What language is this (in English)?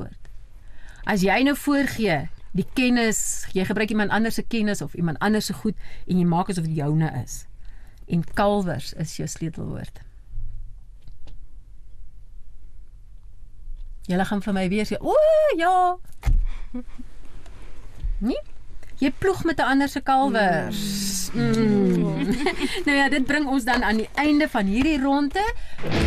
Afrikaans